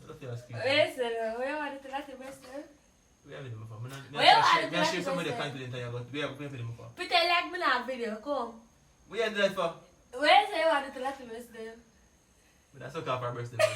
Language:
Jamaican Creole English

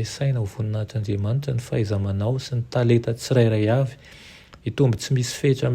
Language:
Malagasy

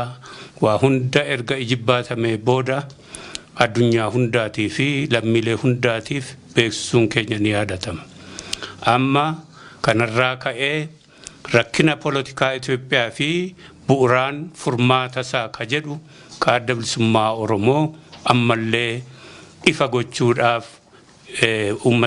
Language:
Oromo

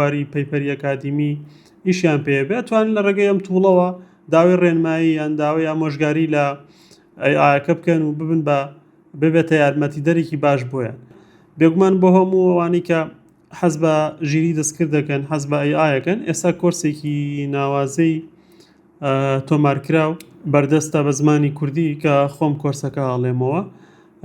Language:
Central Kurdish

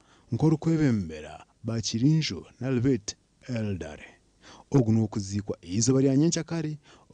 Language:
Nyankole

